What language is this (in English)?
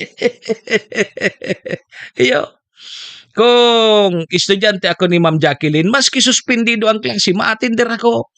Bikol